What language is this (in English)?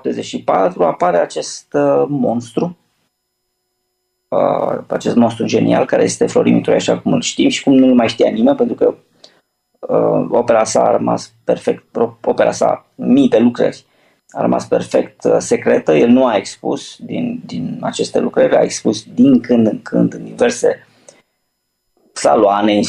Romanian